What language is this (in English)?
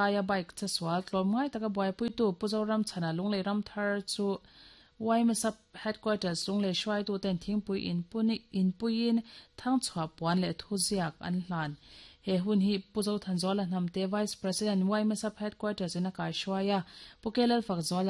Mizo